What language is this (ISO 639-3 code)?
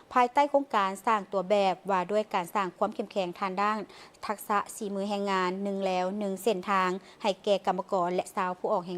lao